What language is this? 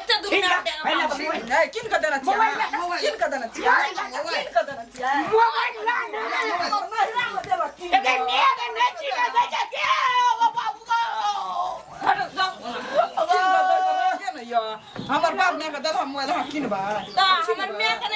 Maithili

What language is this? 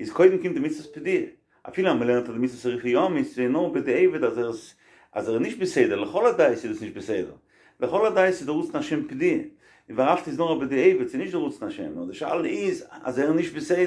Yiddish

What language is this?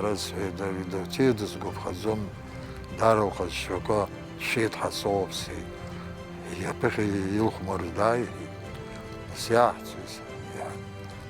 Abkhazian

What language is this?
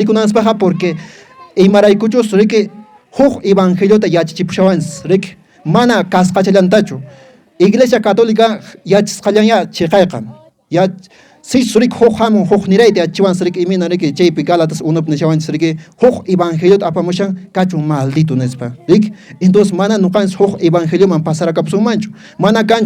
Quechua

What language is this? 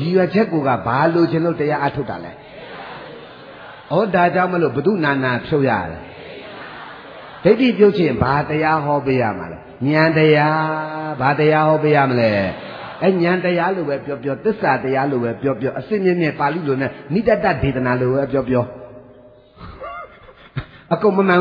Burmese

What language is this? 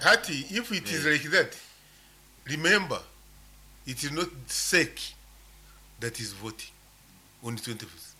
Nyankole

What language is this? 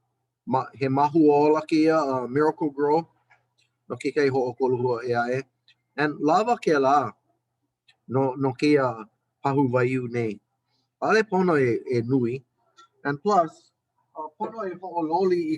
Hawaiian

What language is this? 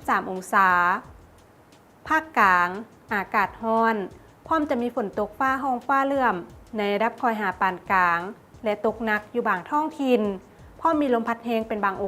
Lao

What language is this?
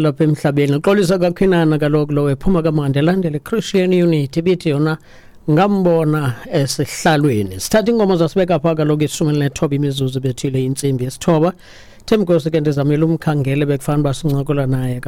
Xhosa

